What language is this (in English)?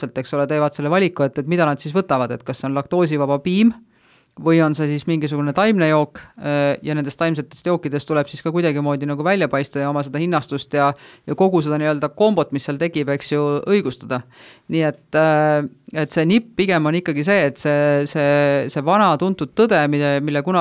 Estonian